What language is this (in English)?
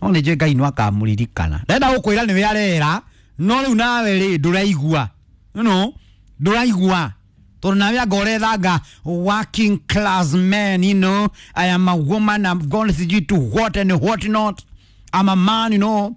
Kikuyu